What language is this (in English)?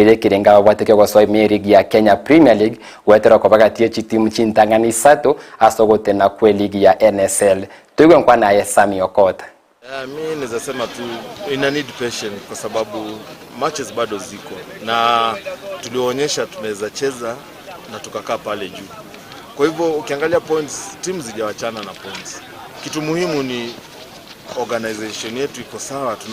Gusii